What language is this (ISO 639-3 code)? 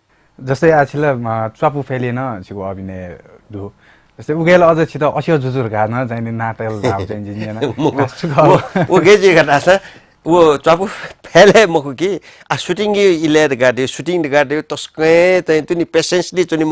new